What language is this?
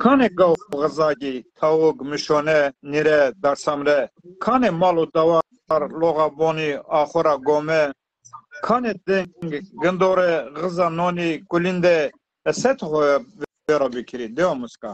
Zaza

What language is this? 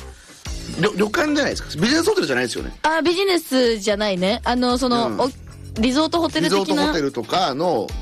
Japanese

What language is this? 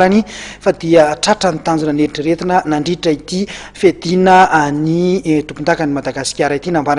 Malagasy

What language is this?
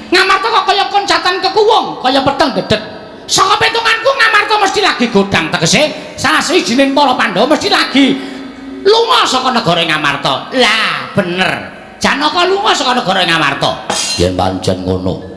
Javanese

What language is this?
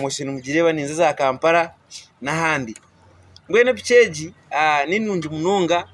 Nyankole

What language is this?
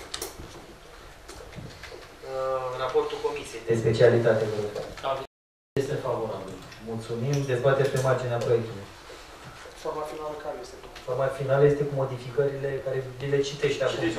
Romanian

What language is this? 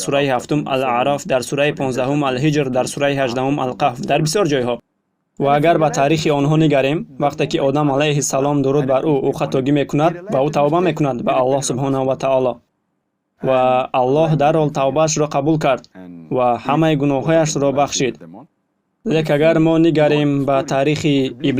Tajik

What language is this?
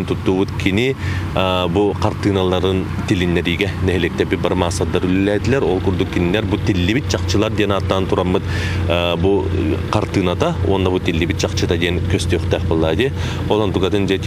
Yakut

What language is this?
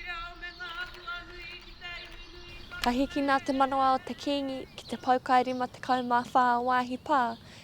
Māori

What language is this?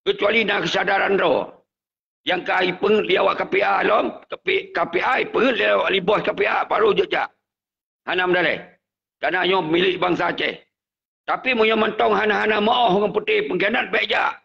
Achinese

